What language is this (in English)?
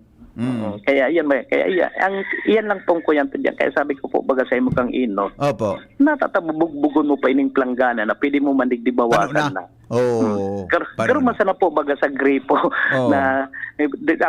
Bikol